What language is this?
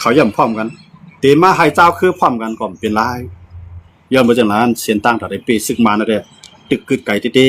Shan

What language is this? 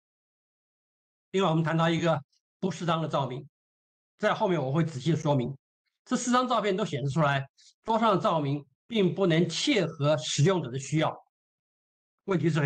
Chinese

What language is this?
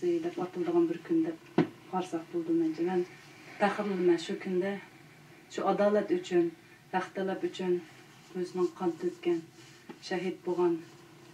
Uyghur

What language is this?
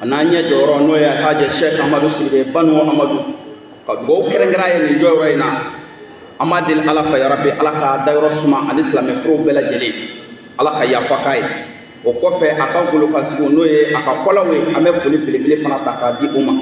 Bambara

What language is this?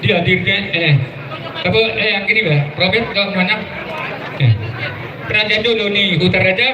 Batak Toba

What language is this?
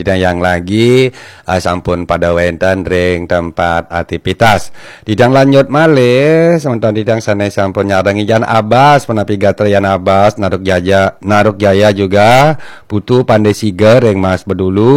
Balinese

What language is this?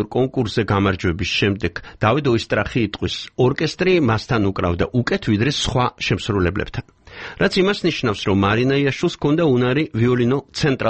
Georgian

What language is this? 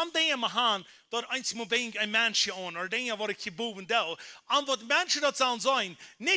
Plautdietsch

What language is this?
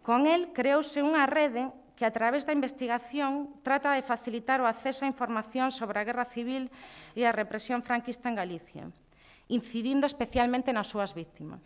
Galician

